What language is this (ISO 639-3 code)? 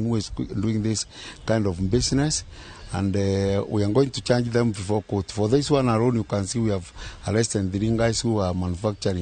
kik